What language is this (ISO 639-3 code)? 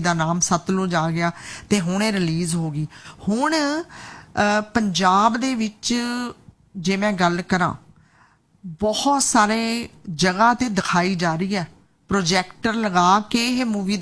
pan